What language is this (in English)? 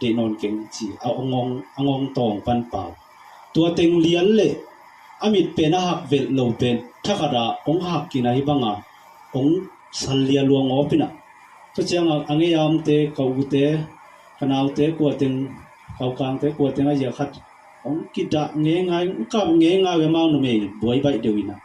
Tedim Chin